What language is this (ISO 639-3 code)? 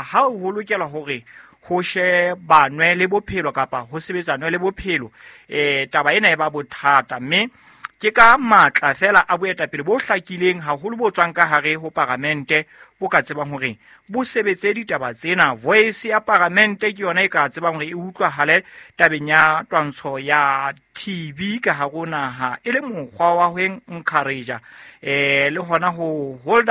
sot